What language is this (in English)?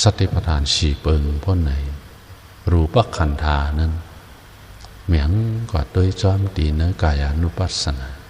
Shan